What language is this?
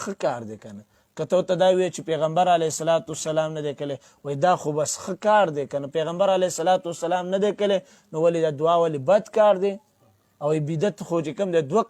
Pashto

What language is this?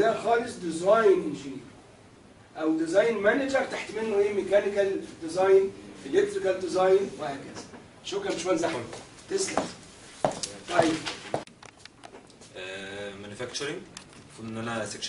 Egyptian Arabic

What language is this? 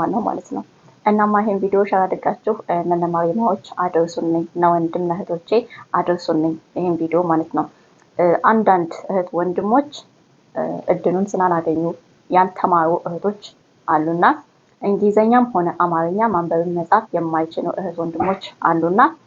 Amharic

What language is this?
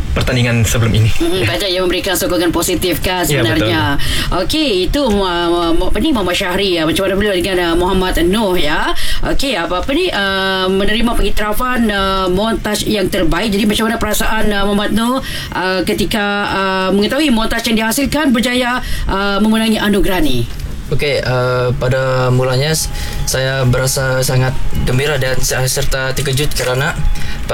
Malay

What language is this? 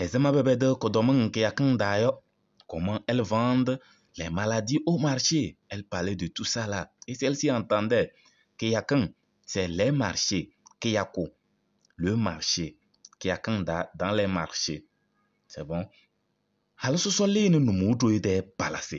Kabiyè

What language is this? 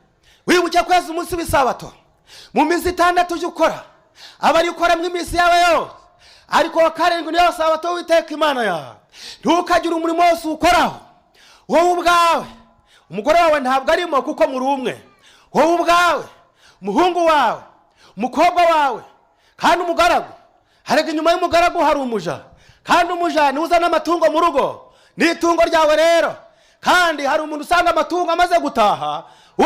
Kinyarwanda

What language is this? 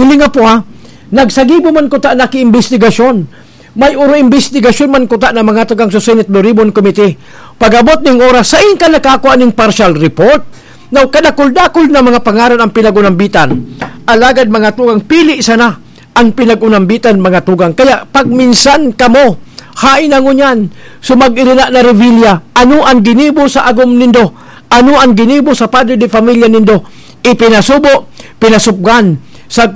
Bikol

